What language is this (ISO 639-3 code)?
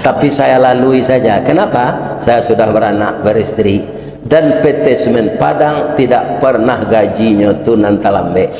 min